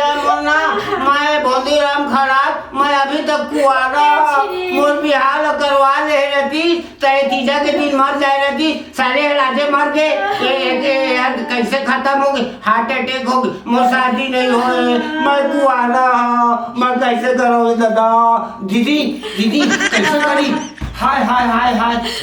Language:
Chhattisgarhi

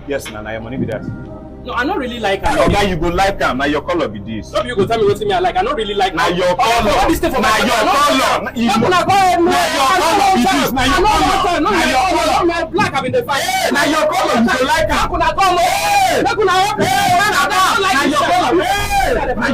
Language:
Nigerian Pidgin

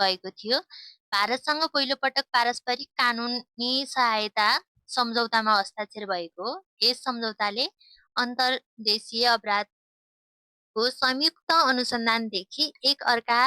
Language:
Nepali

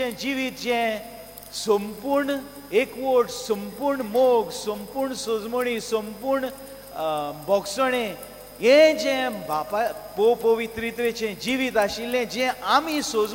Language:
Konkani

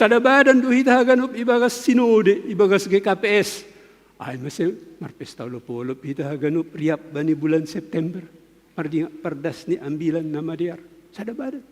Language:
Batak Simalungun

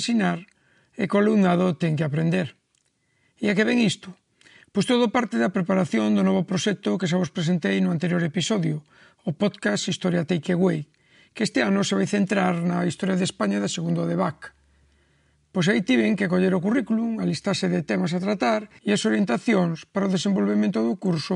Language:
Galician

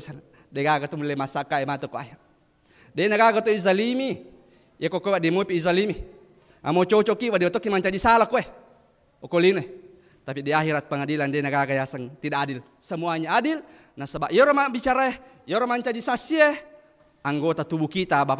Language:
Buginese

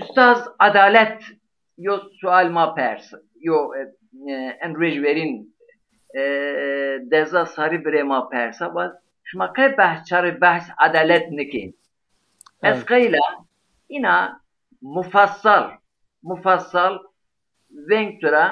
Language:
Zaza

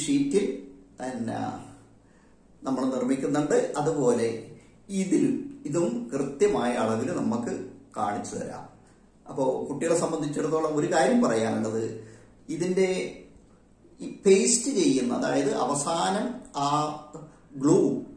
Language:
Malayalam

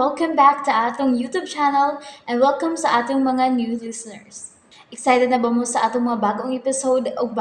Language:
Cebuano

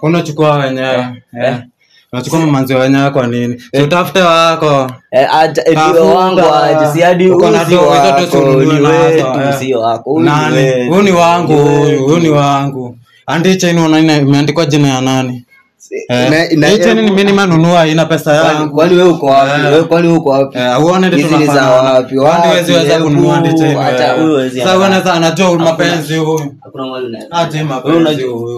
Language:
Swahili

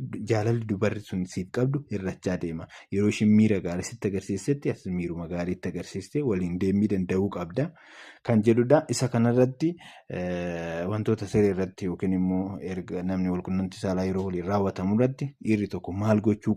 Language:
Oromo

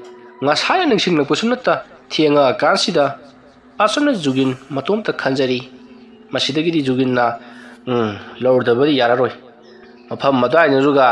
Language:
Manipuri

